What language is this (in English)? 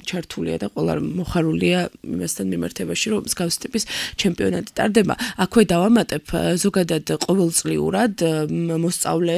Georgian